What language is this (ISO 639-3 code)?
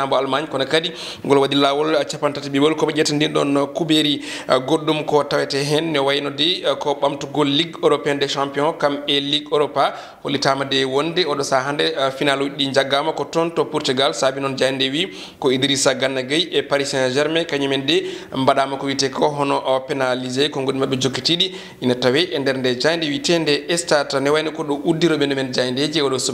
ful